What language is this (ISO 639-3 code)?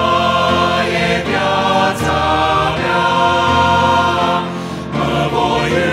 ron